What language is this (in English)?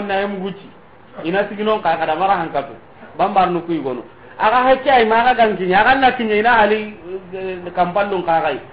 Soninke